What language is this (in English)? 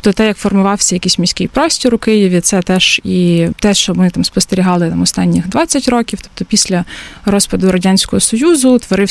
Ukrainian